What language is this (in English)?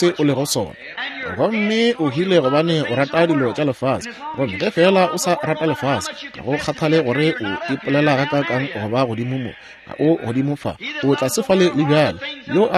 Northern Sotho